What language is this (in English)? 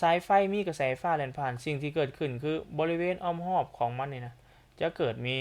Lao